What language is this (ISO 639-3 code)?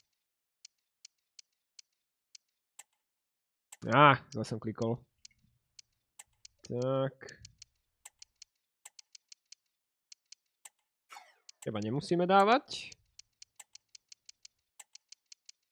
slk